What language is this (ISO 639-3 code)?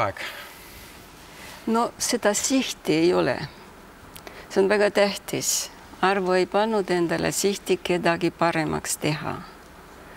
est